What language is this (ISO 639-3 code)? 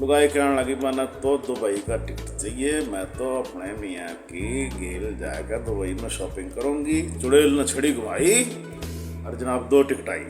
bgc